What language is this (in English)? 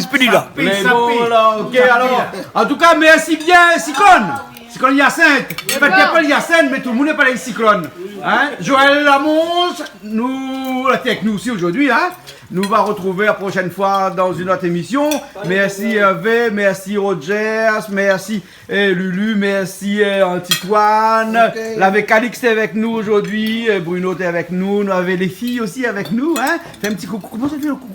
Réunion Creole French